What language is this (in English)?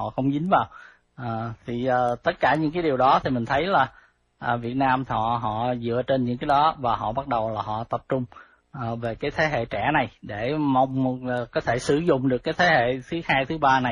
Vietnamese